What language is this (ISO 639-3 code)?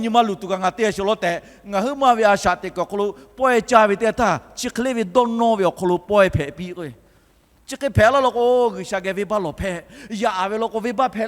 lhu